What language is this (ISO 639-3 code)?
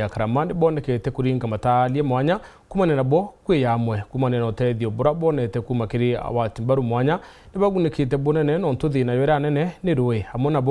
mer